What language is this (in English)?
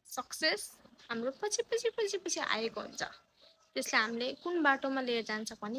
Nepali